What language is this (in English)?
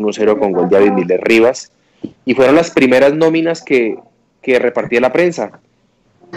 Spanish